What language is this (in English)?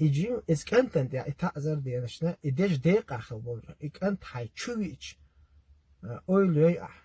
Chechen